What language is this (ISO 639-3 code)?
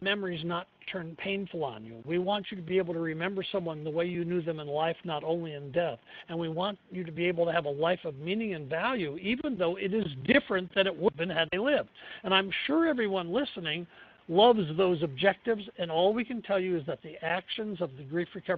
eng